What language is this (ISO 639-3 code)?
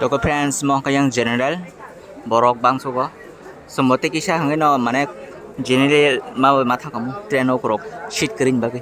trp